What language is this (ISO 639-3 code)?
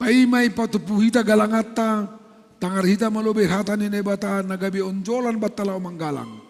bts